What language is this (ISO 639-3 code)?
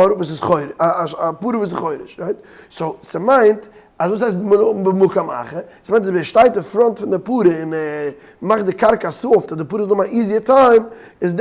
yid